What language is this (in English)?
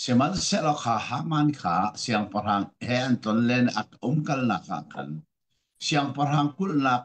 Hakha Chin